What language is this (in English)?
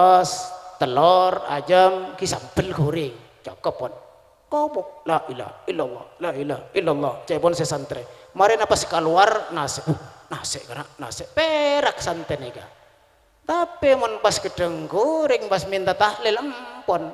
Madurese